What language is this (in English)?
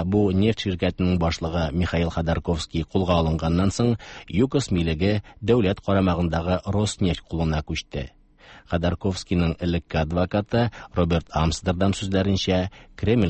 Tatar